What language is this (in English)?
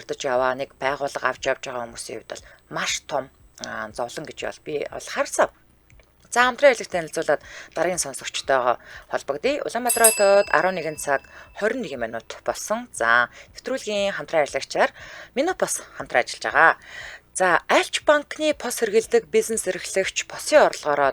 Mongolian